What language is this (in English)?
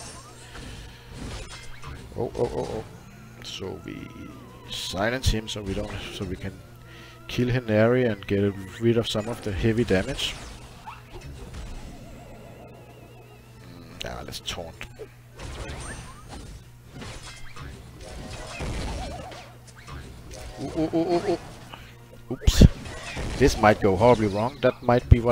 English